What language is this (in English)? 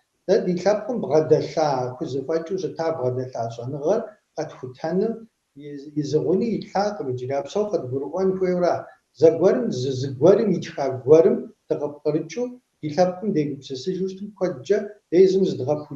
Kabardian